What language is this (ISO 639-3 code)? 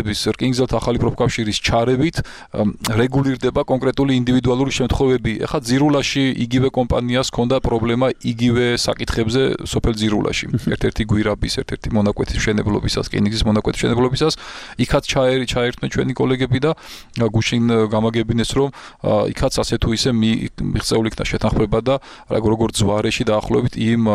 kat